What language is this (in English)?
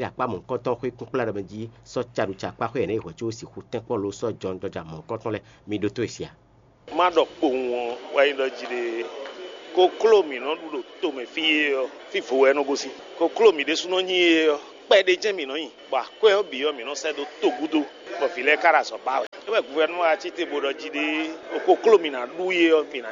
Fon